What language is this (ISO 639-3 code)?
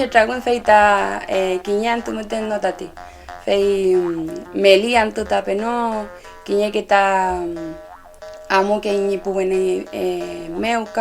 arn